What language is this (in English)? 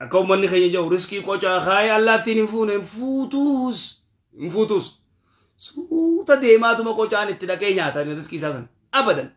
Oromo